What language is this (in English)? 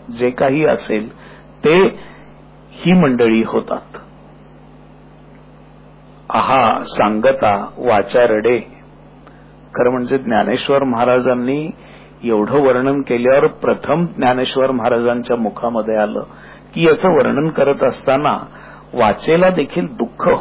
Marathi